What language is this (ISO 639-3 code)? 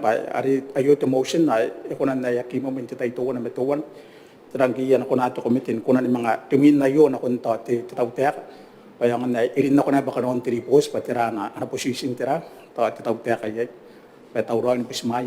gil